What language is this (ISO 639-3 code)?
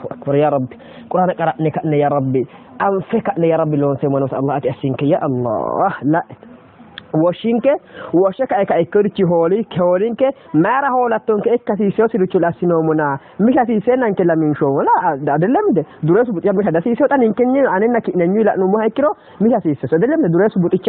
sid